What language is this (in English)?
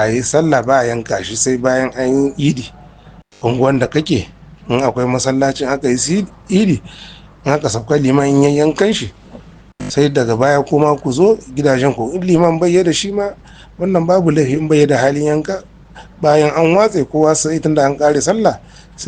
Hausa